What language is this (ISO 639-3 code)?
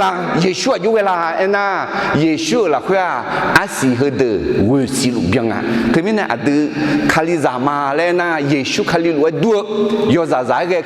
ahk